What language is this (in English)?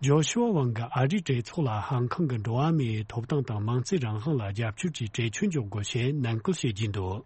Tibetan